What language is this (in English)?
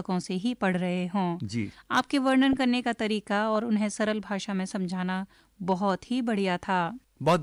Hindi